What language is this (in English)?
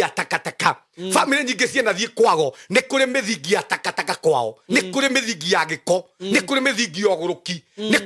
Kikuyu